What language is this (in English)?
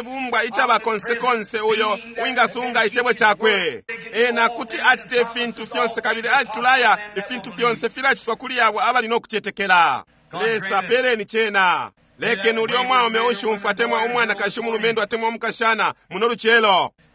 Bemba